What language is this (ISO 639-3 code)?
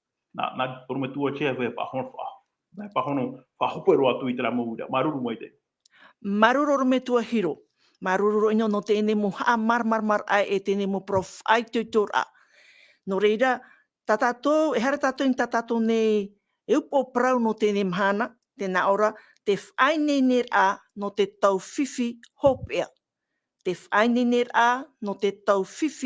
tah